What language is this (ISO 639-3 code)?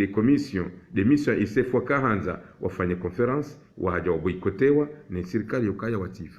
zdj